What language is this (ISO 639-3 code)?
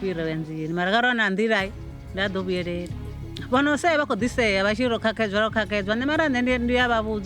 ven